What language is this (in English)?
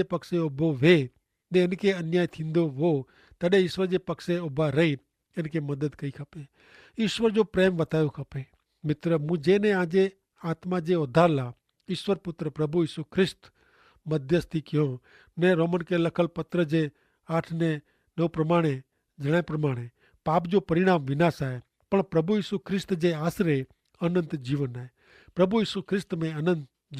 Kachhi